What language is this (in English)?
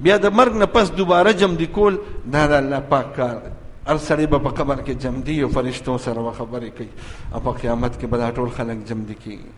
Pashto